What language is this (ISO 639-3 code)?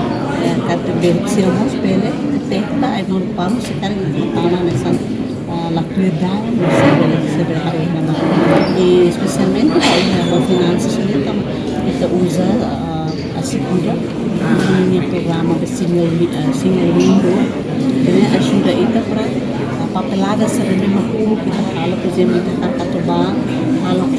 tet